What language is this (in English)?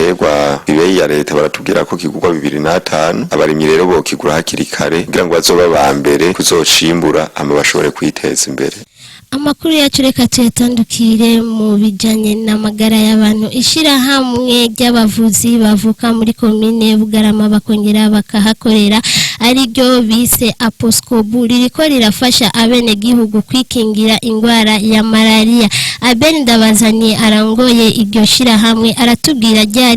Rundi